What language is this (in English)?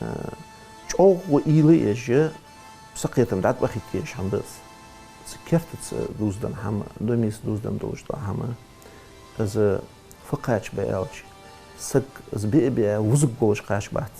Ingush